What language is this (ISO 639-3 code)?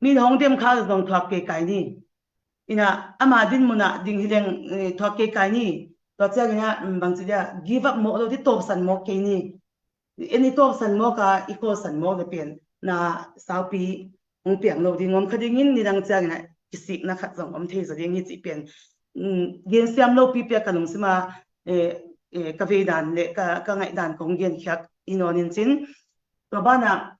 ctd